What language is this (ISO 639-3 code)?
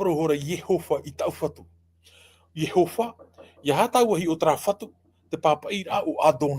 tah